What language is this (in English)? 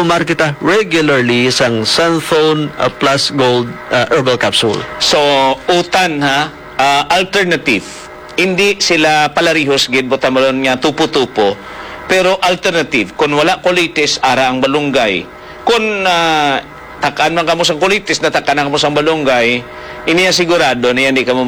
Hiligaynon